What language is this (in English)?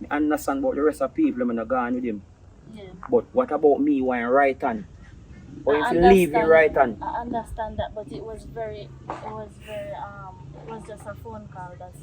Jamaican Creole English